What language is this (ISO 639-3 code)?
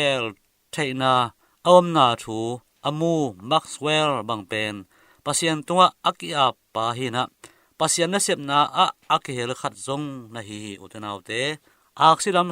ctd